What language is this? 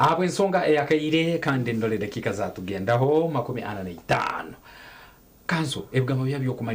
Nyankole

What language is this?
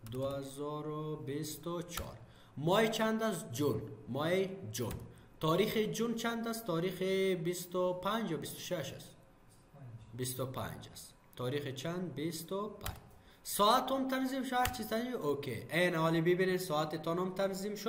Persian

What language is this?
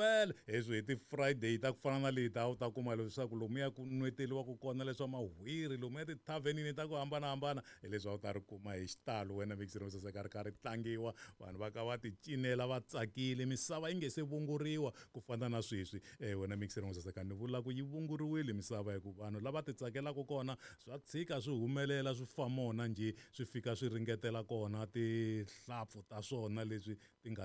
Tsonga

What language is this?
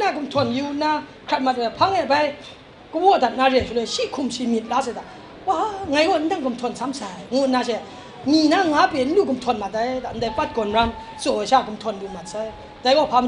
Kachin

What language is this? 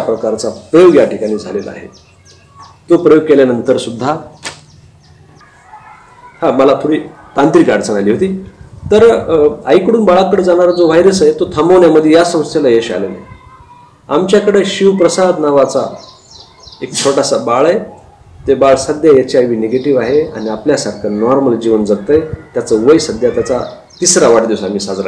Marathi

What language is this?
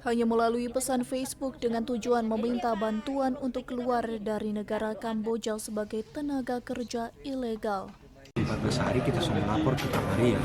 Manado Malay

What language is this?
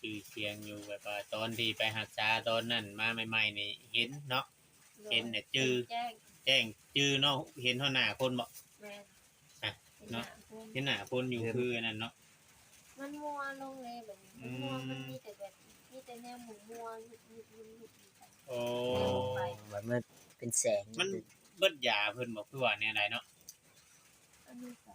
Northeastern Thai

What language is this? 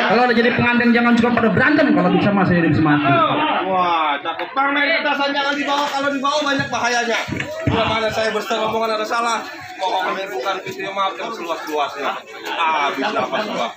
Betawi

